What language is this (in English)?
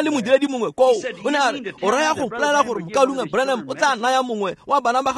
Tswana